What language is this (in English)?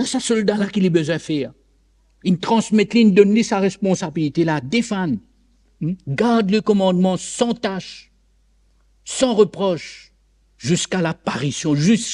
Morisyen